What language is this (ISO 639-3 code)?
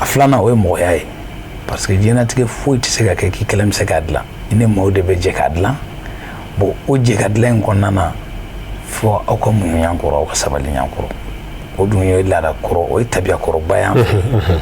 bam